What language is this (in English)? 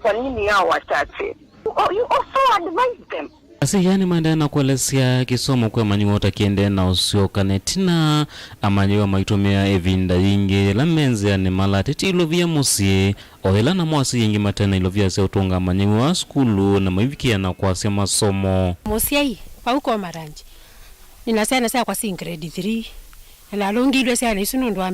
Kamba